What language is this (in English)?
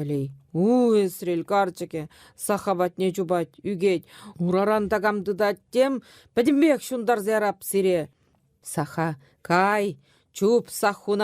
Chuvash